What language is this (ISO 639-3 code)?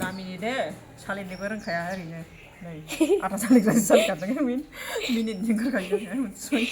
brx